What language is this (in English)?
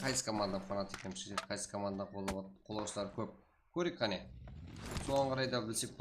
Kara-Kalpak